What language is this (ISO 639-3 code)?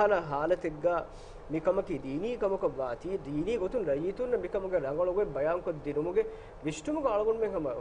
div